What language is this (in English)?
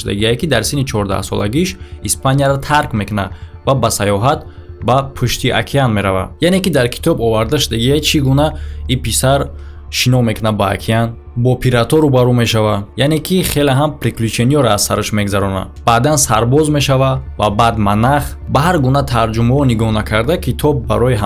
Tajik